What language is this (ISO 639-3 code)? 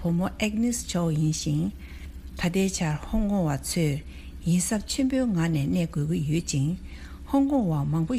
bod